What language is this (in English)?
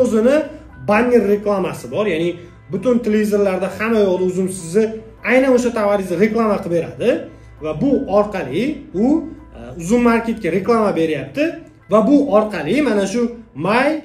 Uzbek